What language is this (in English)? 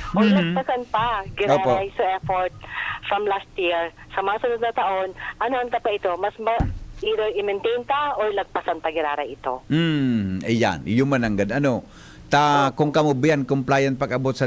Bikol